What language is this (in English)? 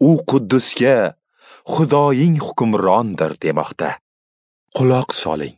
Uzbek